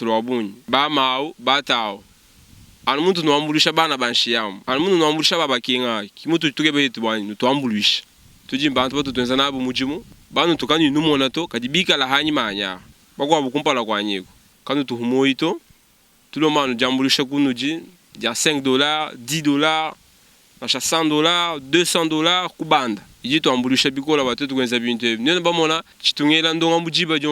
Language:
Luba-Lulua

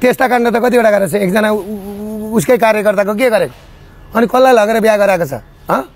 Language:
Nepali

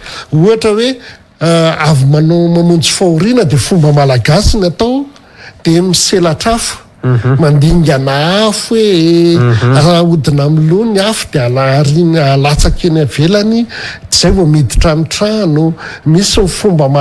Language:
Malagasy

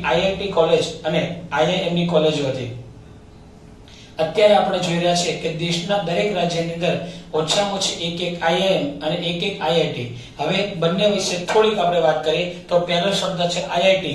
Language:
Gujarati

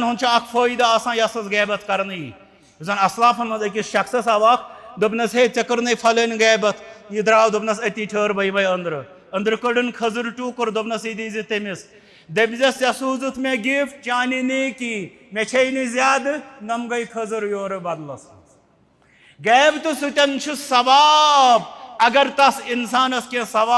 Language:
Kashmiri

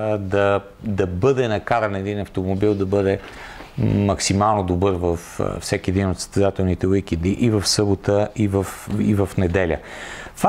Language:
Bulgarian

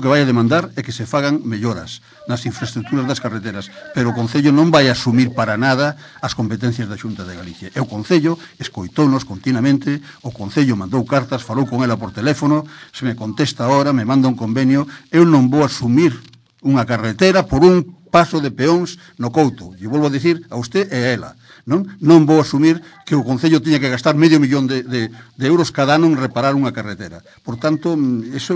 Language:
Galician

